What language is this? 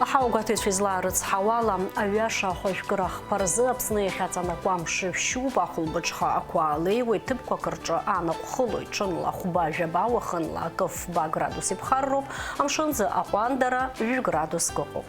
Abkhazian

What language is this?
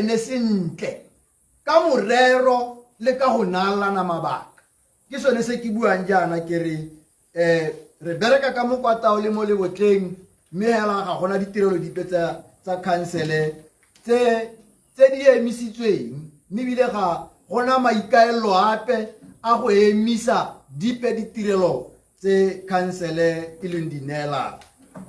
Tswana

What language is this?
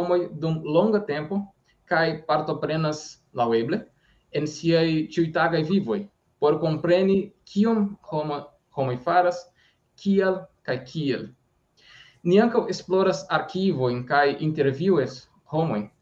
Esperanto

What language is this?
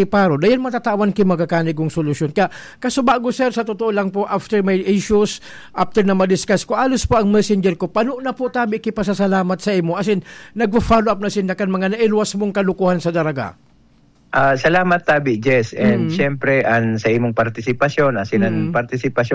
Bikol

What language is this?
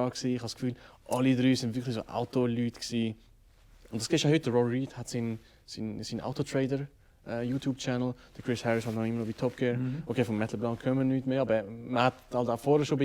Swiss German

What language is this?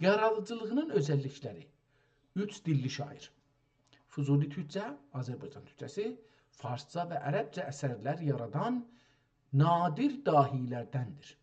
South Azerbaijani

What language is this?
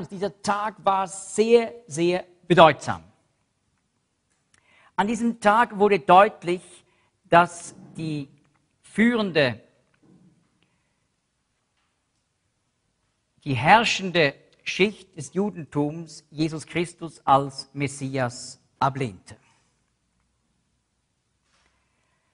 German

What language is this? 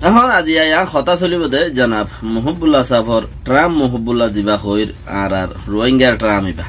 Rohingya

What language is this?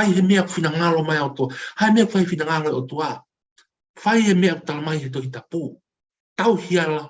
Tongan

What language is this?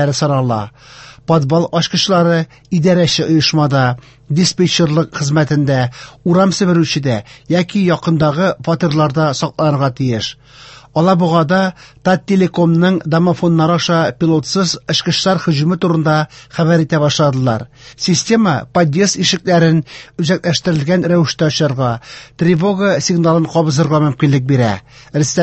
Tatar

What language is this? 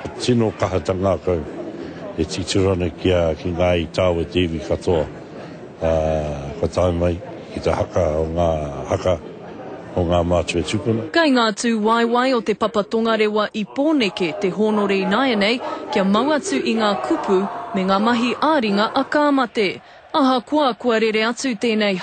Māori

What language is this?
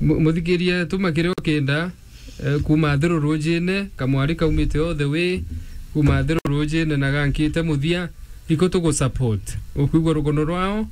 Meru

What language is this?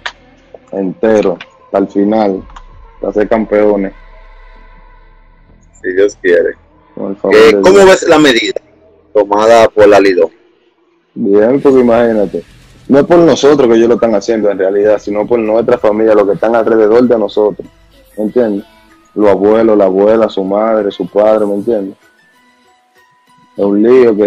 Spanish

